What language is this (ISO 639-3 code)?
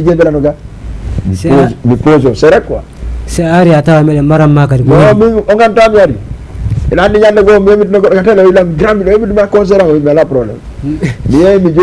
ful